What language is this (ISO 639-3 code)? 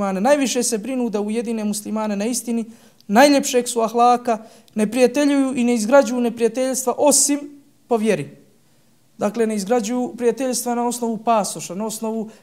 bos